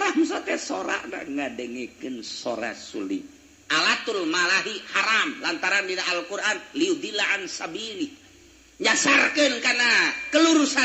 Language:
Sundanese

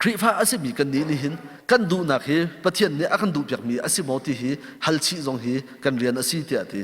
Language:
Hakha Chin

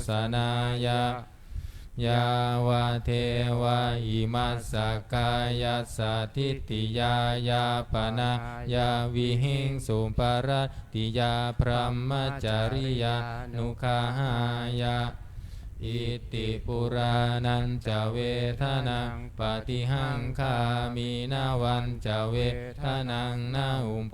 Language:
Pali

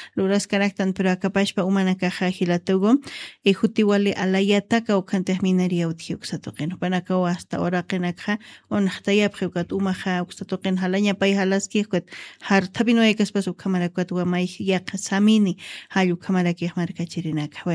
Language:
Aymara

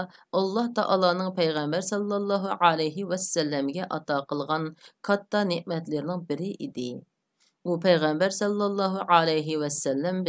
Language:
Uyghur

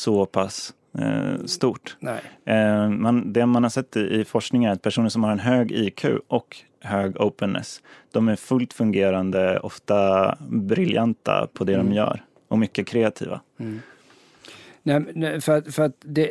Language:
Swedish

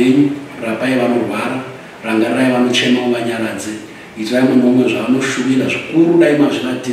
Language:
Shona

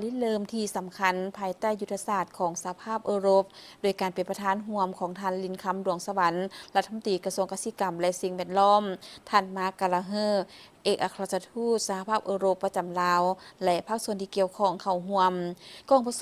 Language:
Lao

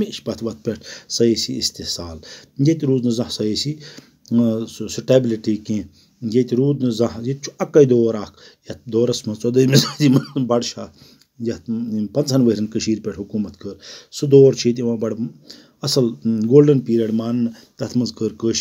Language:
Kashmiri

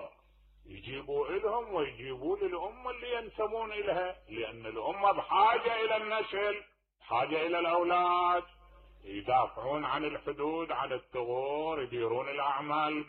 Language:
Mesopotamian Arabic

